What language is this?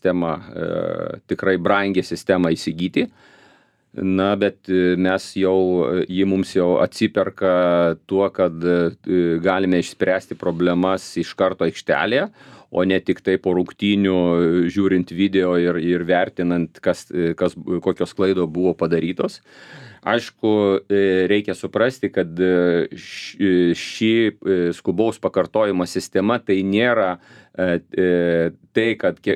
Lithuanian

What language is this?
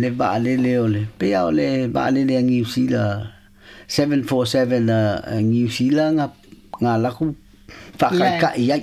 Samoan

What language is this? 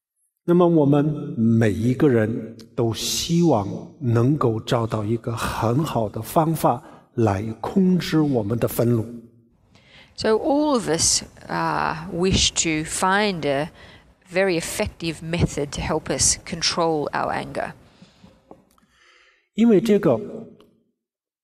Chinese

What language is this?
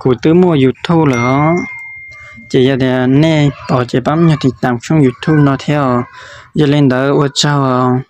Hmong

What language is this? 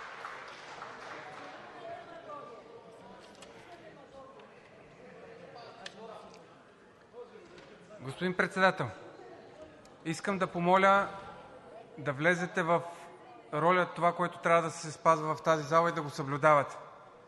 Bulgarian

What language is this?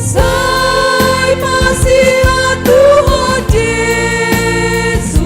Batak Simalungun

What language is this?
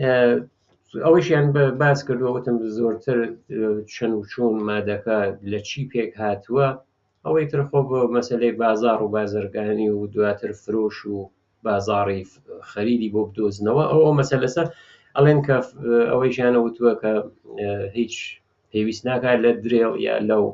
Central Kurdish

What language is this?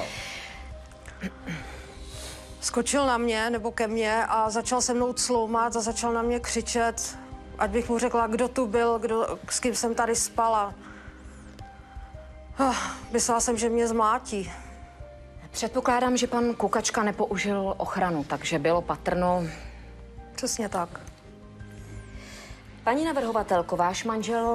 Czech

